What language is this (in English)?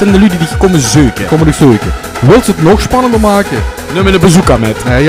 Limburgish